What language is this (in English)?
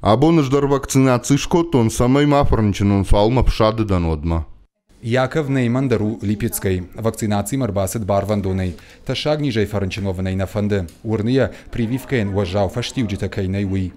Ossetic